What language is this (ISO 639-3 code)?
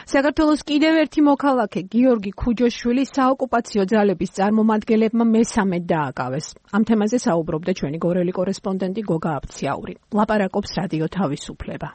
kat